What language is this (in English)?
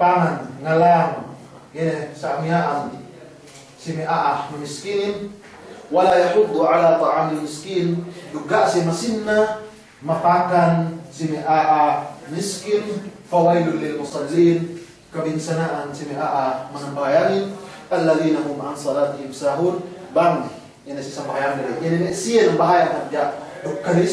Yakan